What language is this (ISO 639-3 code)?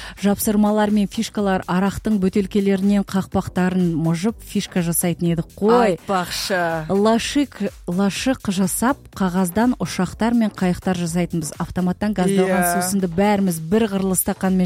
kaz